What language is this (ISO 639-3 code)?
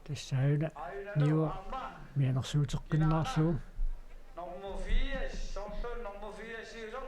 kal